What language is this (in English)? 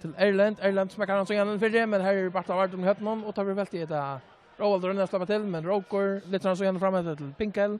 Faroese